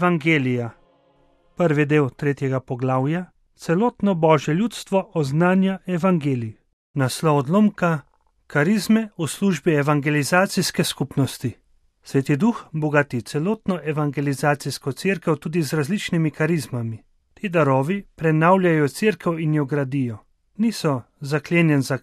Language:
Slovenian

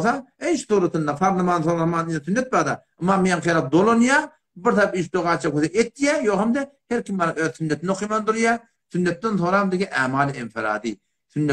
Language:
Turkmen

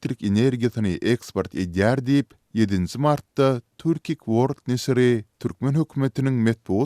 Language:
Turkmen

